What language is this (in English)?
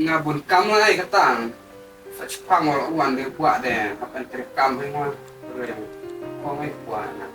Khasi